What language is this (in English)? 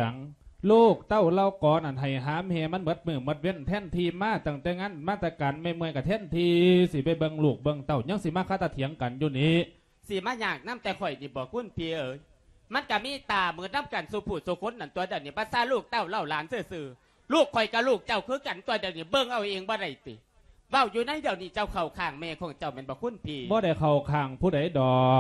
Lao